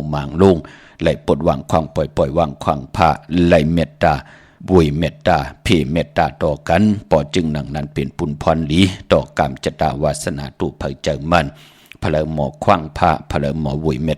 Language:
Shan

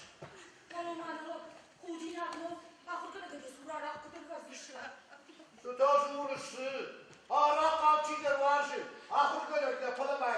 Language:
Ossetic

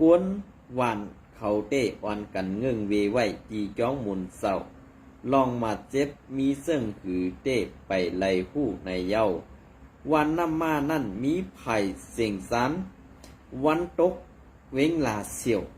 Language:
Shan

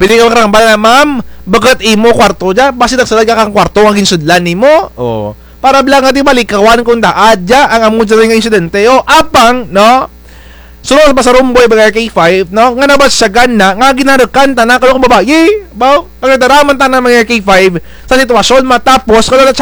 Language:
Kinaray-a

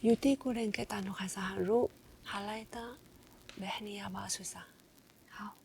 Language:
Atayal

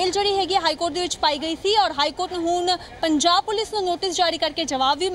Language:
Punjabi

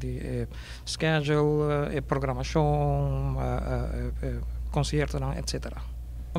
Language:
Papiamento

